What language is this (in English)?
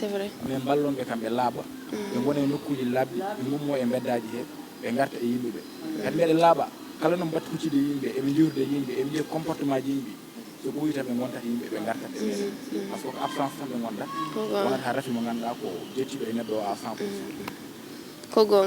Fula